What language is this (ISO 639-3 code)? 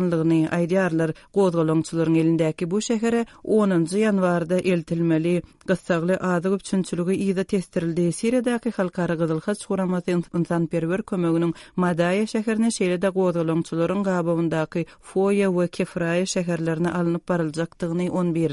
tuk